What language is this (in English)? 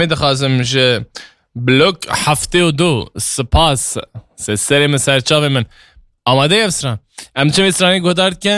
Kurdish